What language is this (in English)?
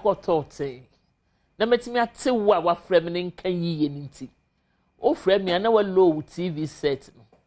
Akan